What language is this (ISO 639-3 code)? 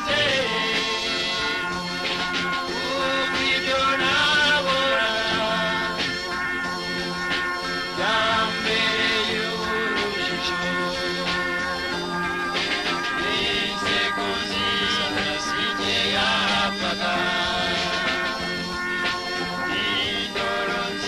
kin